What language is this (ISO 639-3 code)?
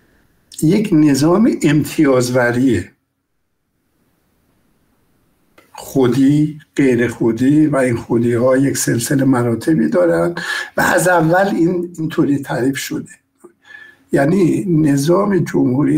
fas